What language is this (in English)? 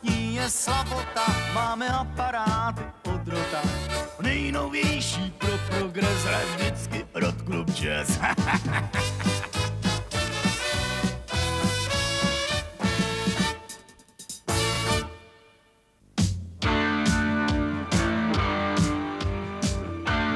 Czech